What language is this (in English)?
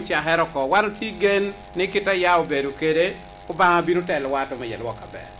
Lango (Uganda)